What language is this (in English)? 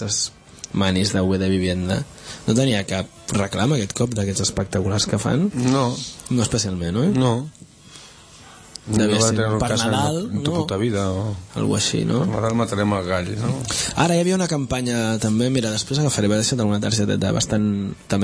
Catalan